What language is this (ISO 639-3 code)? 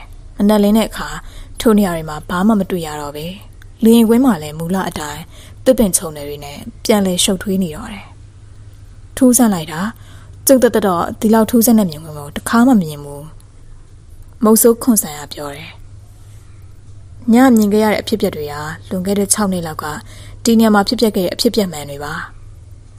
mya